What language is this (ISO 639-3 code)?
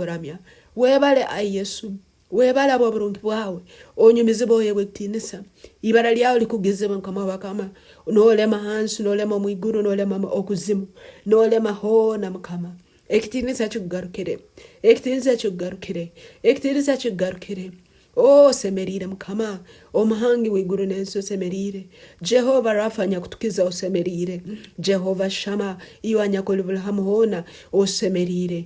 ttj